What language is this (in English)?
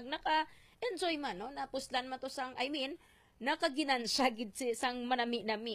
Hiligaynon